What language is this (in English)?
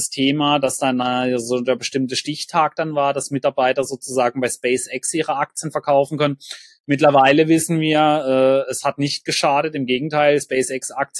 German